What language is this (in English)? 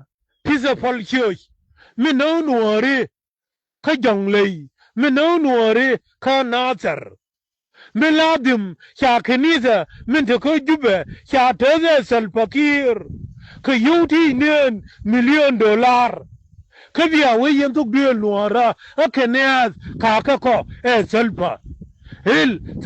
Nuer